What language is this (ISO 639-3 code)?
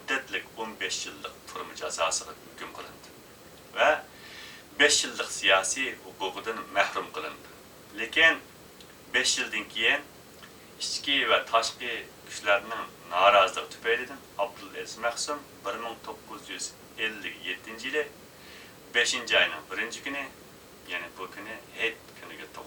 uig